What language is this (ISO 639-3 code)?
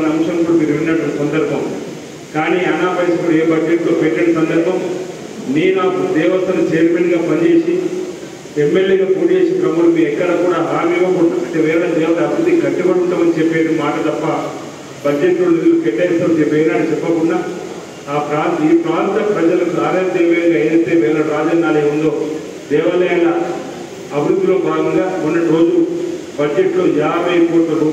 tel